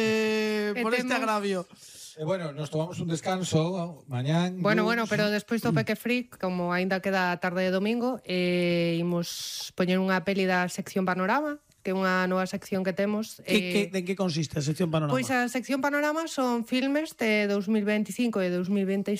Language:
Galician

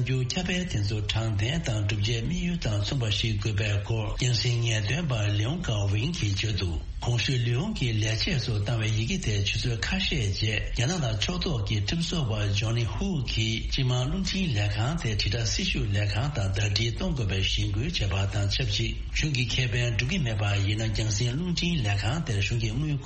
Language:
Tibetan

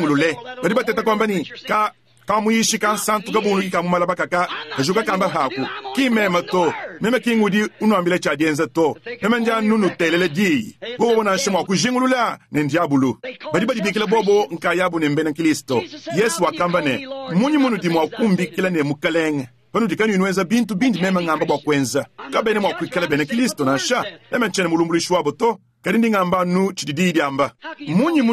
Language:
Luba-Lulua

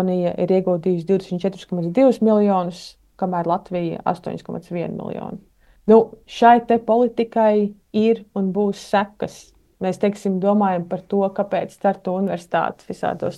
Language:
Latvian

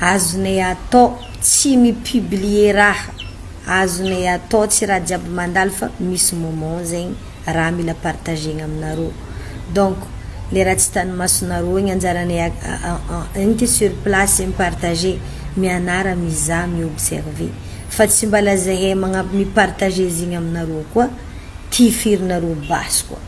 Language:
Malagasy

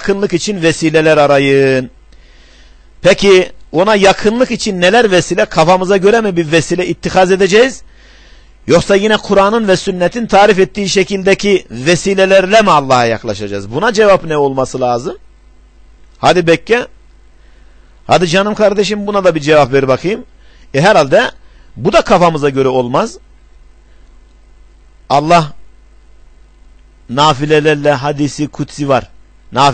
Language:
Turkish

